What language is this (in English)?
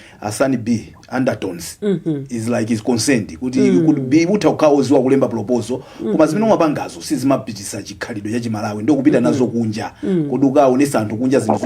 Nyanja